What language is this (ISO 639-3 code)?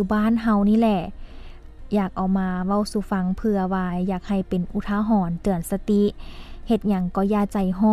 lao